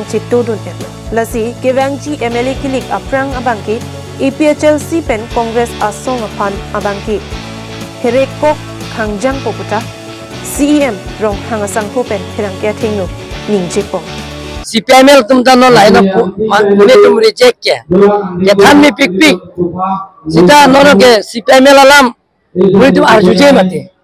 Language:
Karbi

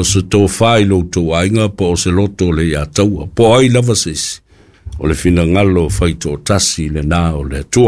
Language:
Samoan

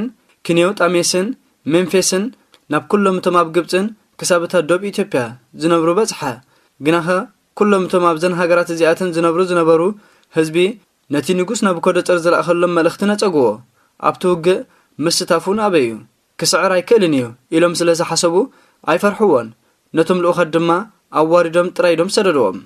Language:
Tigrinya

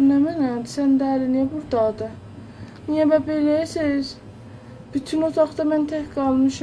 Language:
South Azerbaijani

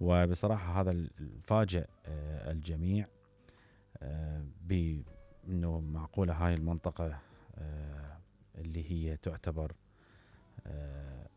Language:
Mesopotamian Arabic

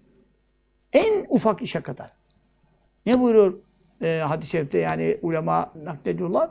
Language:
Turkish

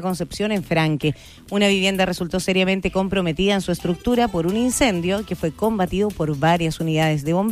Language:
Spanish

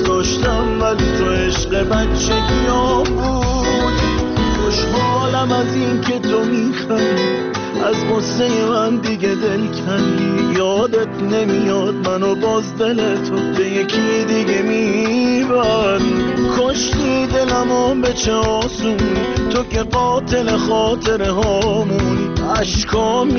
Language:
Persian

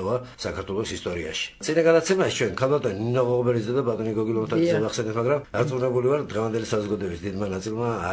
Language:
Georgian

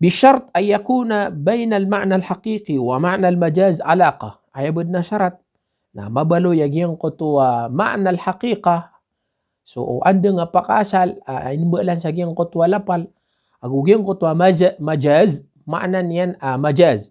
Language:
Maranao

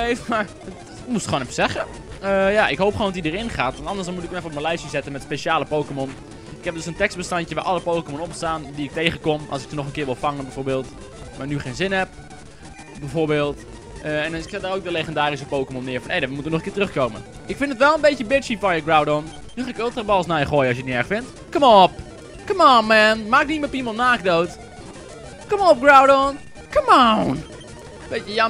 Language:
Dutch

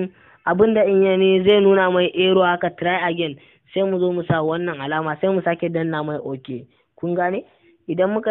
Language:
Hausa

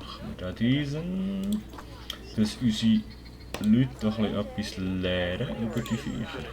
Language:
Swiss German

